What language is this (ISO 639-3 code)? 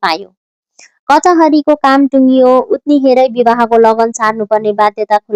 nep